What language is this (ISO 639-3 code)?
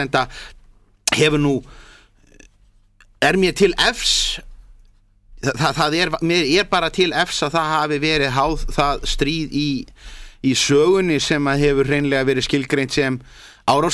isl